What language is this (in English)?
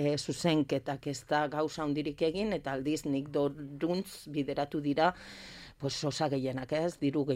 Basque